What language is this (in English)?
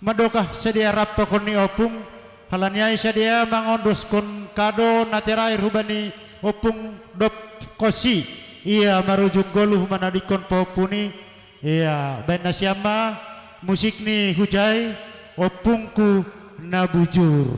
Batak Simalungun